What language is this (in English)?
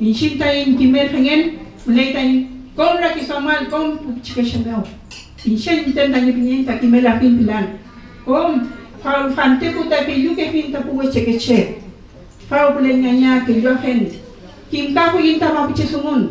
Mapuche